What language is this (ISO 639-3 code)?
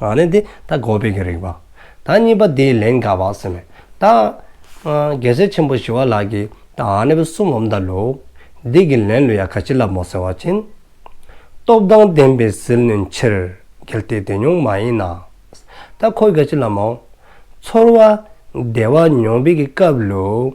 dzo